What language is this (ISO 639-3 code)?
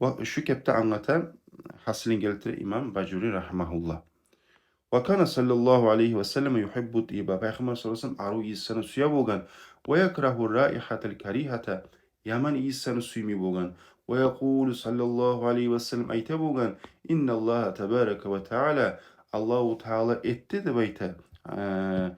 kum